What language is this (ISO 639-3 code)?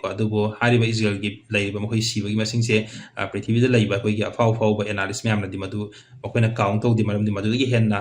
mni